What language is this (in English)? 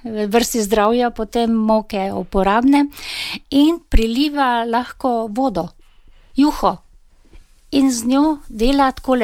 Slovenian